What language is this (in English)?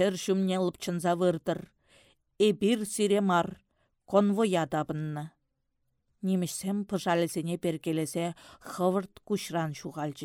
Chuvash